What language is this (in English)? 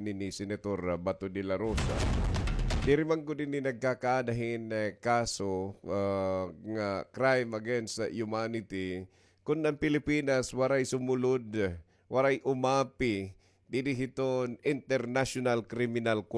Waray